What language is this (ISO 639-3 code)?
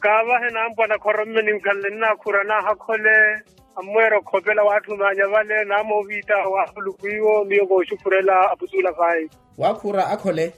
vmw